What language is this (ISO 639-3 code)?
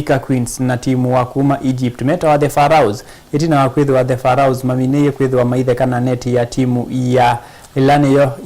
kam